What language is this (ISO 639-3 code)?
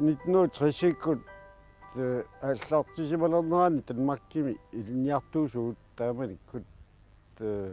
kal